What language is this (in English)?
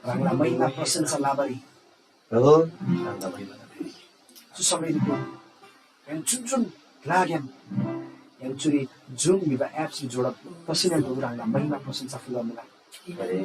Eastern Tamang